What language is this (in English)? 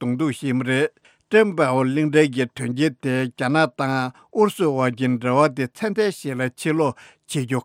Tibetan